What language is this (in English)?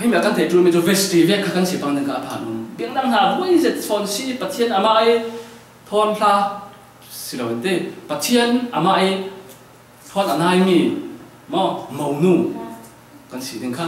Falam Chin